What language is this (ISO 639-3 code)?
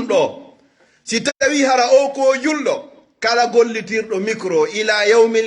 ful